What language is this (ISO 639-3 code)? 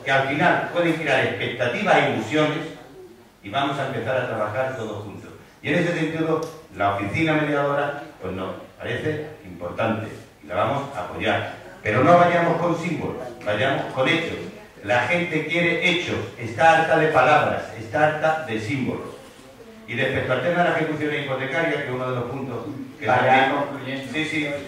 spa